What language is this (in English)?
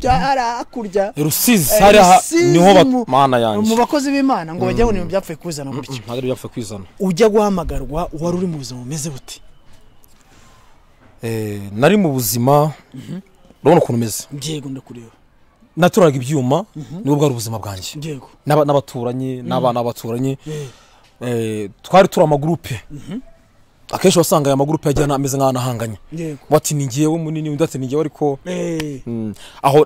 Kinyarwanda